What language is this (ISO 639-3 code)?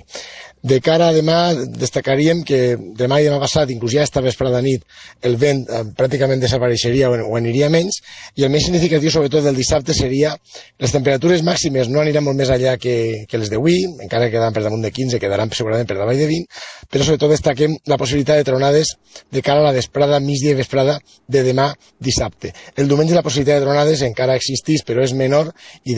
cat